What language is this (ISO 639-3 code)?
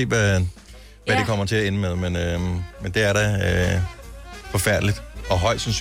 dan